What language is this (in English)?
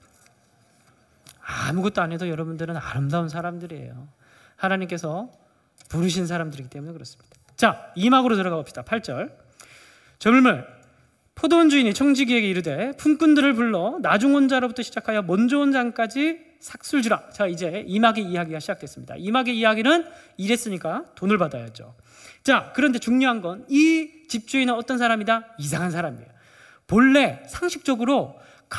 Korean